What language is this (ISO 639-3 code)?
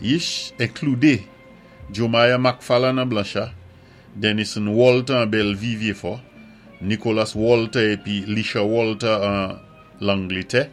acf